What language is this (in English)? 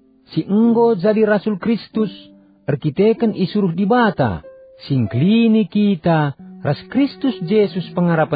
Batak Karo